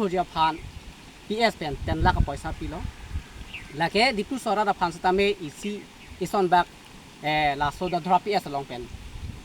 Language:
Karbi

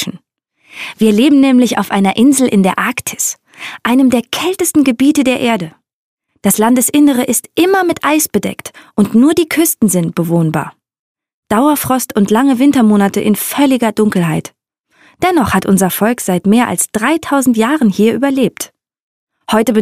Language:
German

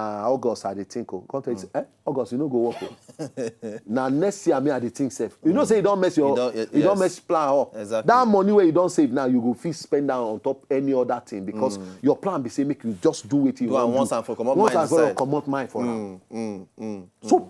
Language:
Nigerian Pidgin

